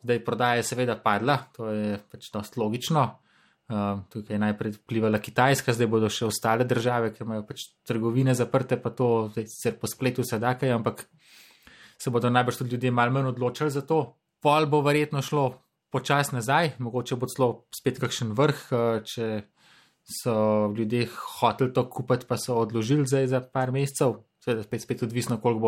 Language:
Slovenian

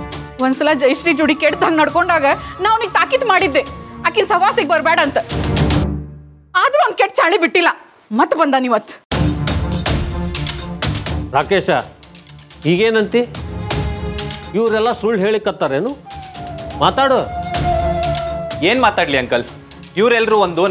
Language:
Kannada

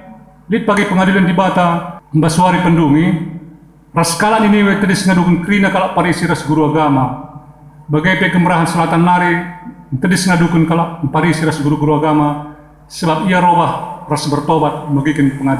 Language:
Batak Karo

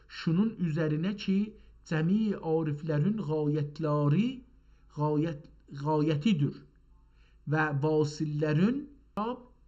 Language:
South Azerbaijani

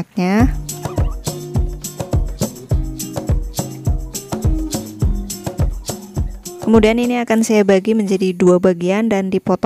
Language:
Indonesian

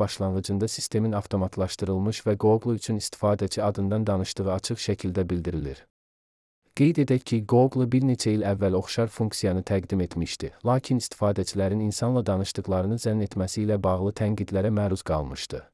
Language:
Azerbaijani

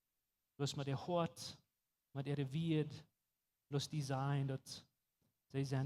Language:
Plautdietsch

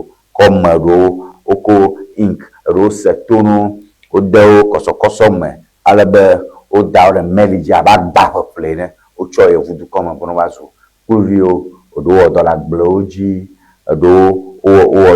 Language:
Ewe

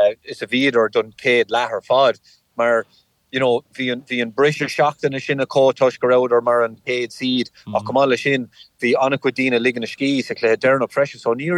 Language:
Irish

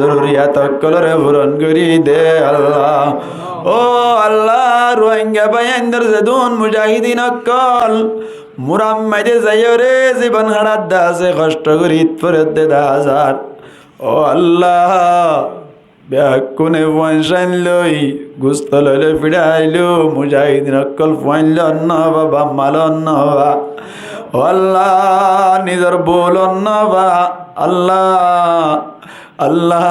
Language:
Rohingya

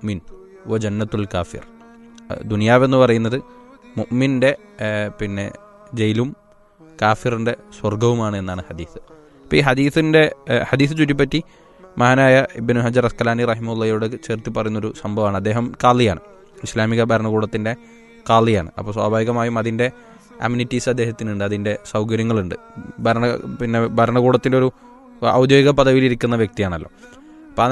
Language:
Malayalam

